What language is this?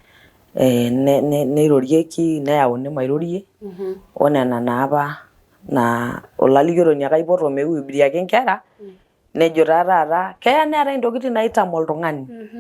Masai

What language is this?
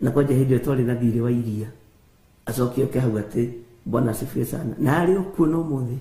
Kikuyu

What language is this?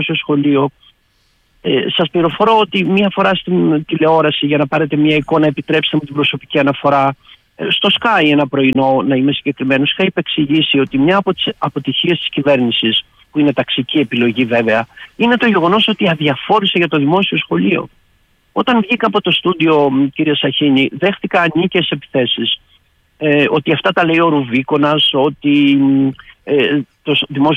Greek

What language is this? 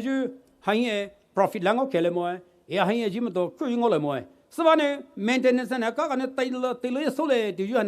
Poumei Naga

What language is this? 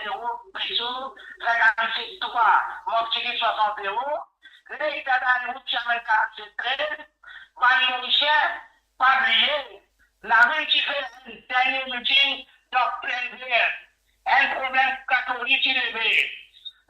Morisyen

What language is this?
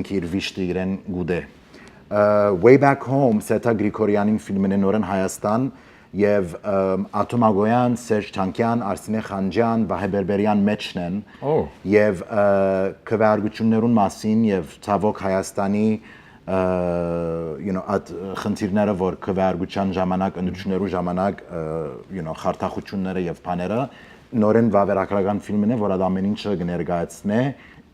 Western Armenian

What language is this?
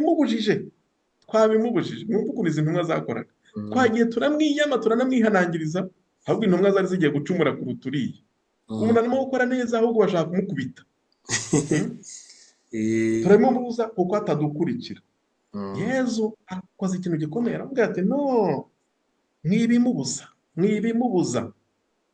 Kinyarwanda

